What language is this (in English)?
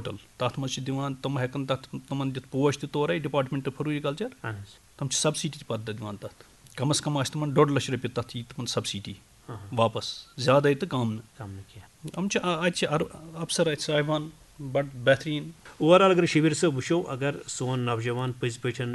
Kashmiri